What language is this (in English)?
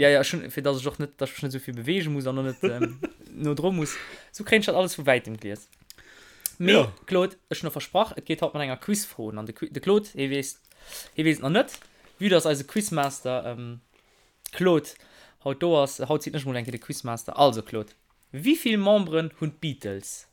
Luxembourgish